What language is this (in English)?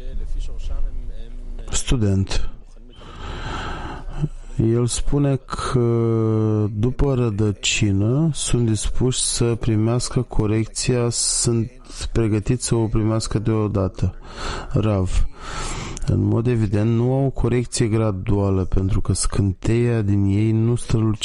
Romanian